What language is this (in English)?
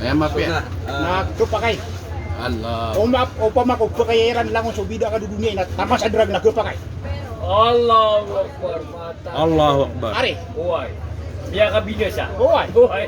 Maranao